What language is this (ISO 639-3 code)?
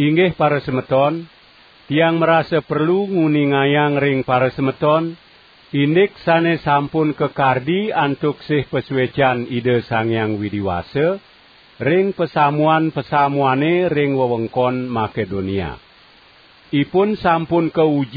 ban